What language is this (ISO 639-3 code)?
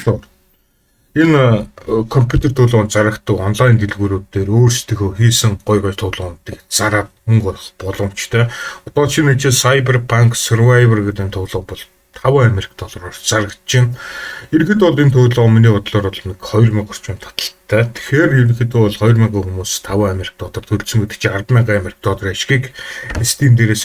mon